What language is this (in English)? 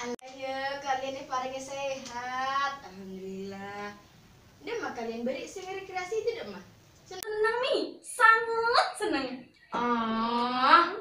Madurese